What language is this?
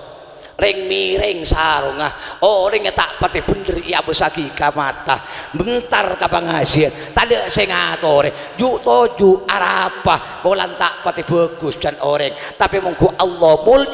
Madurese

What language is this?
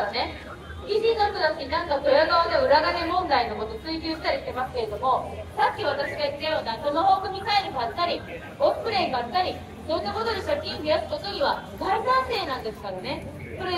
Japanese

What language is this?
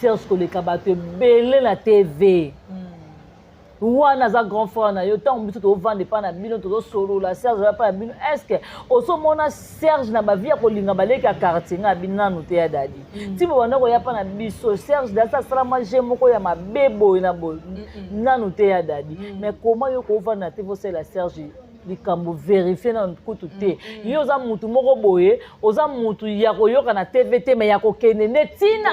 Lingala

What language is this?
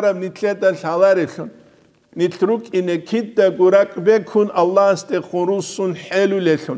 Avaric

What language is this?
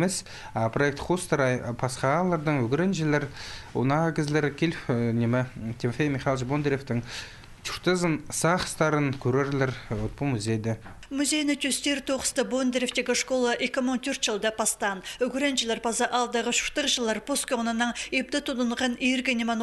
Khakas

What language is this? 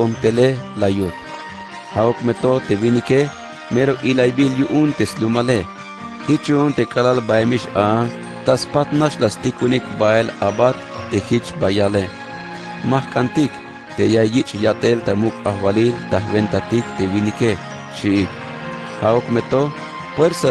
Tzeltal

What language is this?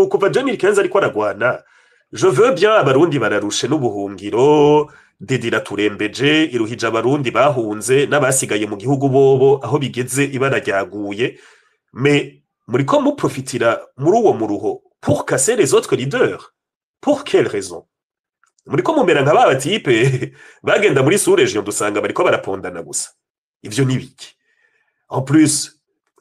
Rundi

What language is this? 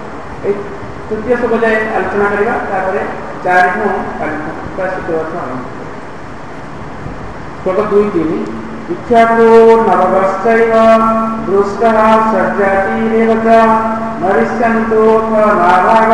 Odia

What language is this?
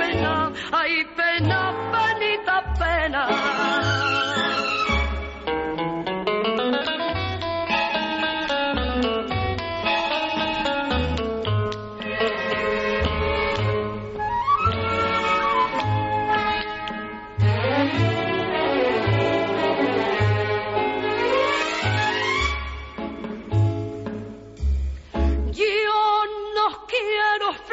Basque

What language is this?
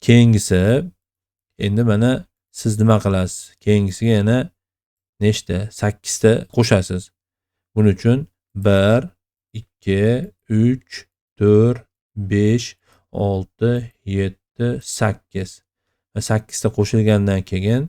Uzbek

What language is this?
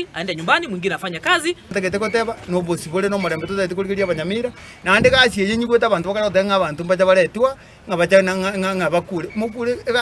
Gusii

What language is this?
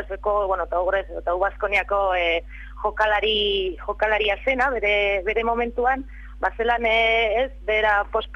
Basque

